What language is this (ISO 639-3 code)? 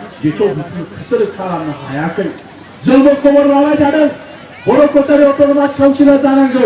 brx